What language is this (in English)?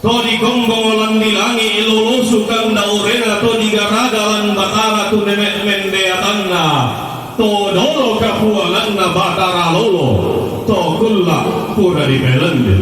Toraja-Sa'dan